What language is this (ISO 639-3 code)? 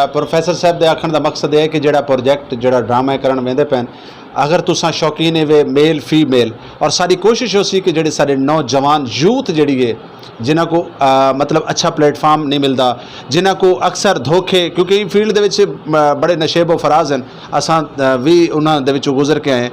skr